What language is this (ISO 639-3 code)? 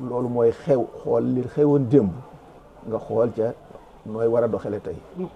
wol